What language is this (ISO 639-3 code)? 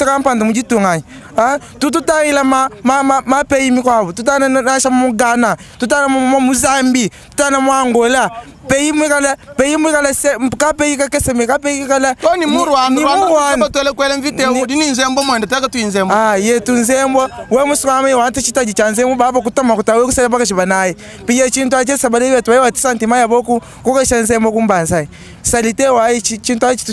lua